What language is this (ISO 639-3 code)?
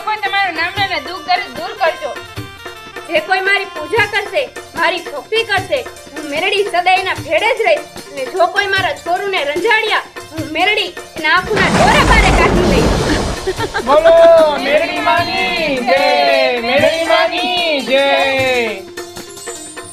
guj